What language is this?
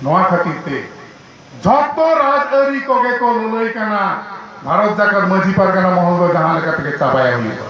Santali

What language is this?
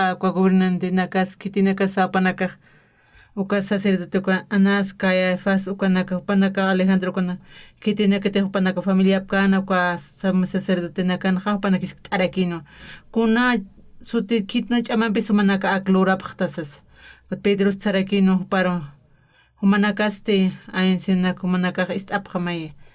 Aymara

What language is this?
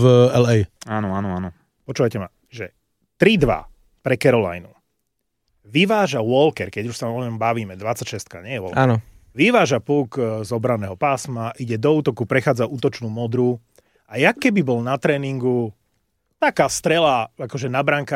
Slovak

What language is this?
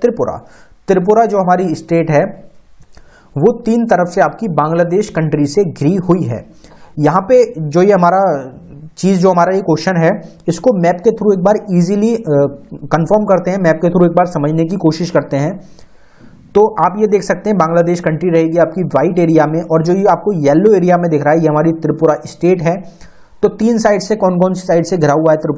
Hindi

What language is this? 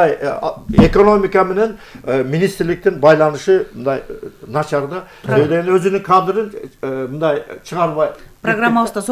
Kyrgyz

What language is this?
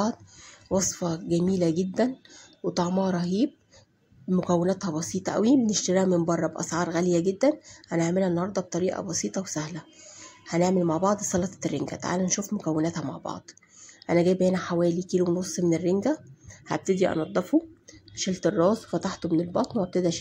Egyptian Arabic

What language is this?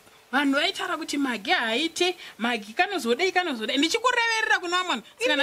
Shona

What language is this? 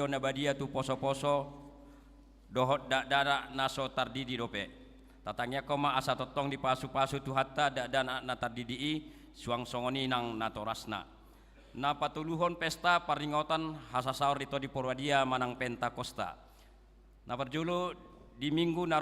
Batak Toba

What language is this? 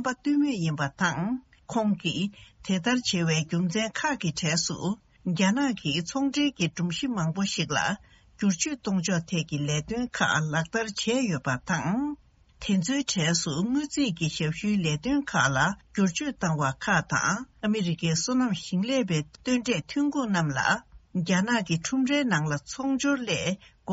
Tibetan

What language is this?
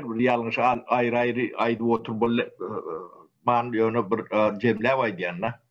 Turkmen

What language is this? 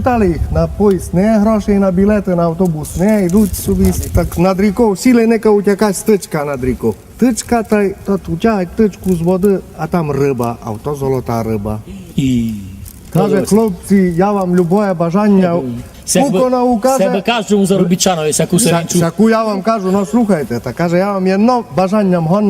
Rusyn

